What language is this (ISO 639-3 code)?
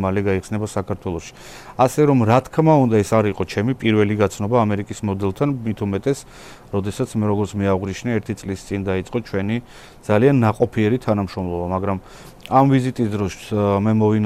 kat